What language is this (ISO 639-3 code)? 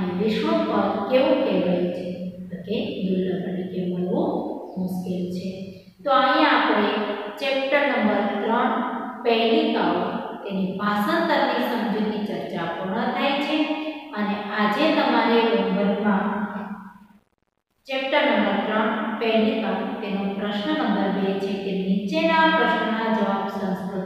guj